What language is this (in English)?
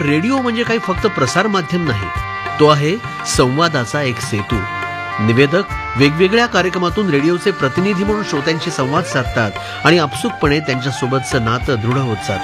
Marathi